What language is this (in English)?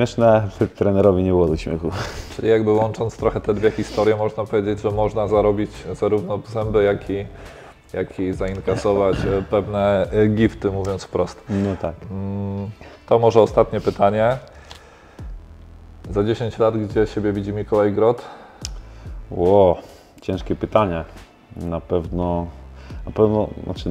Polish